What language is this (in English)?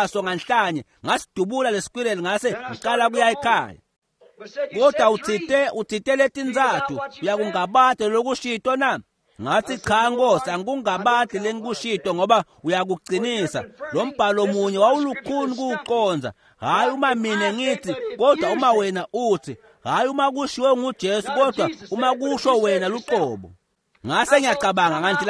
Swati